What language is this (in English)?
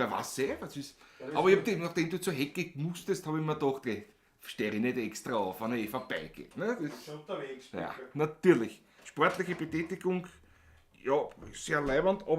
Bavarian